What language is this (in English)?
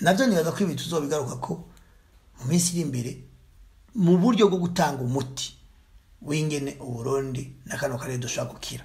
Rundi